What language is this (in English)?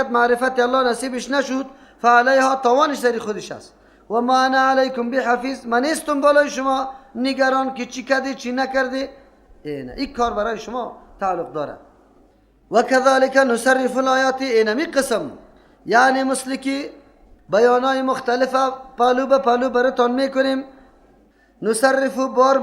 Persian